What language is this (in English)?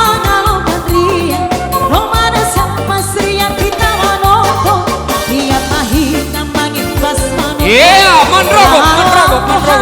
Batak Simalungun